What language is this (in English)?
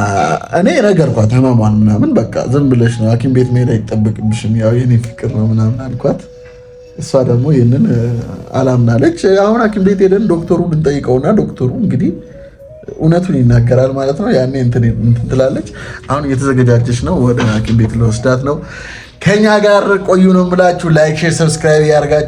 Amharic